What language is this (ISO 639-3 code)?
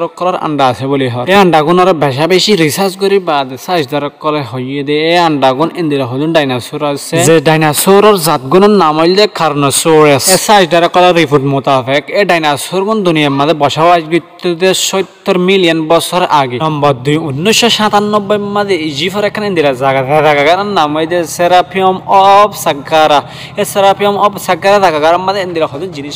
rhg